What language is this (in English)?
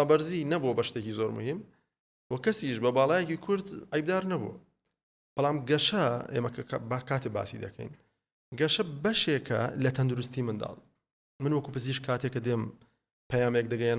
Central Kurdish